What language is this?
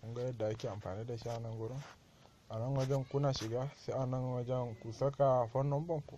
Hausa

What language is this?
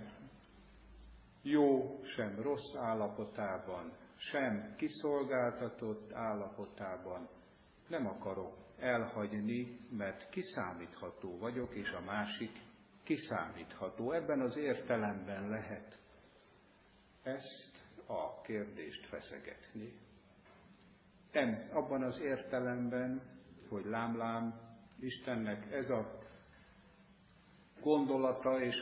Hungarian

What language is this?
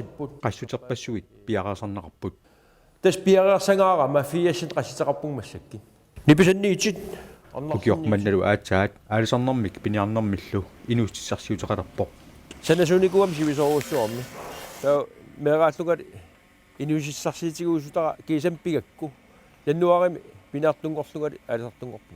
Kalaallisut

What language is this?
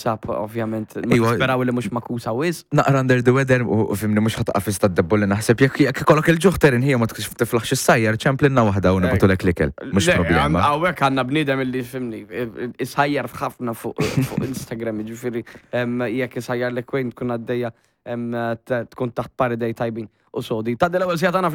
Maltese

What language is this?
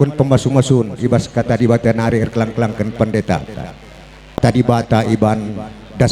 Batak Karo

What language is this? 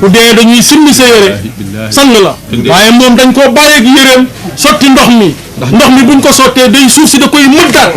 Wolof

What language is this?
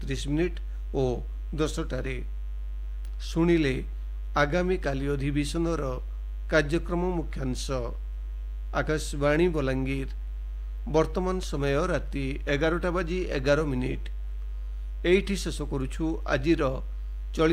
Odia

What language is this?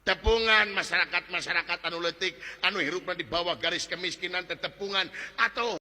Sundanese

